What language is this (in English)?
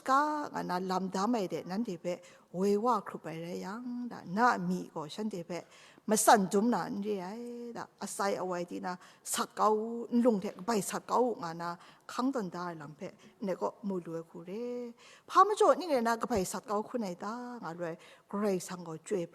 Kachin